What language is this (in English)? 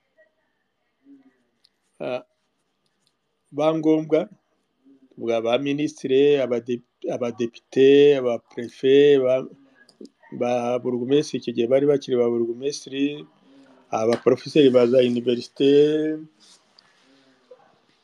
Kinyarwanda